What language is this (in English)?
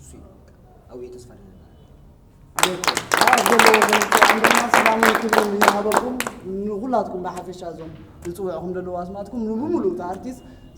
Tigrinya